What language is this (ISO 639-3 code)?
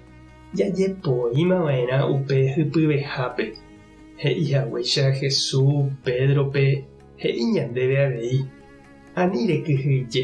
grn